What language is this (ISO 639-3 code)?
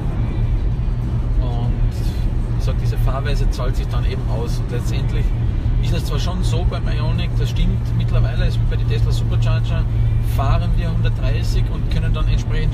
deu